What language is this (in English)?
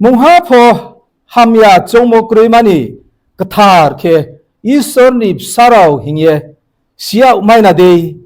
Riang (India)